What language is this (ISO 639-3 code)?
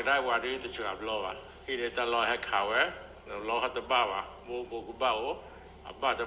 ksw